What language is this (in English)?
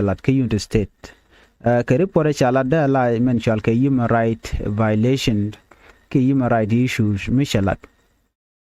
Nuer